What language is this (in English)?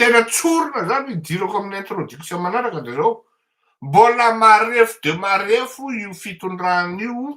Malagasy